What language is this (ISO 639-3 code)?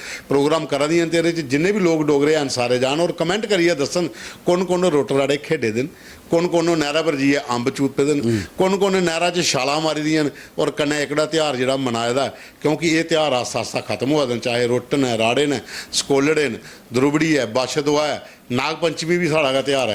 doi